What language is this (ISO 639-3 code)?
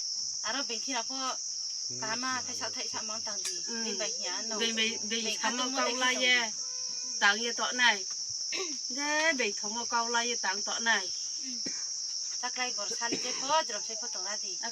ria